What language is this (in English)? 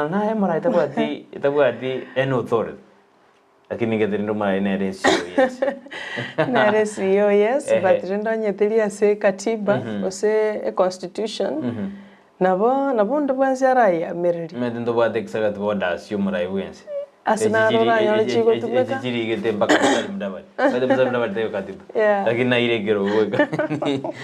Gusii